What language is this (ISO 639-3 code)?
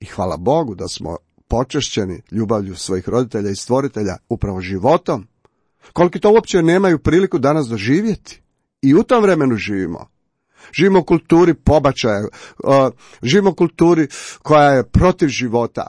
hrv